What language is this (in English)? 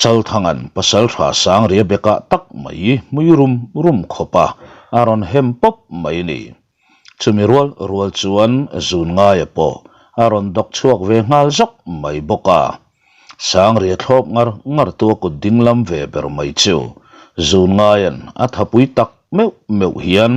Mizo